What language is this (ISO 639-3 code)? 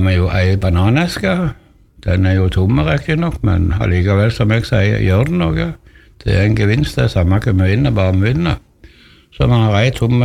nor